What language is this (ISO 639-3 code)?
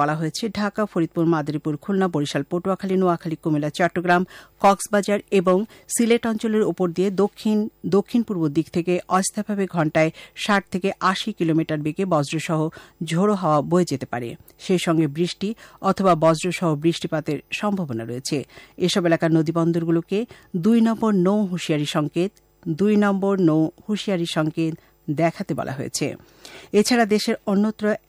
ben